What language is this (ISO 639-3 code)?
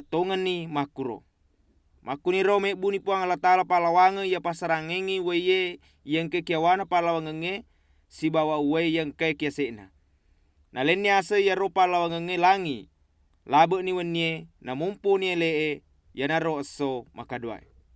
bug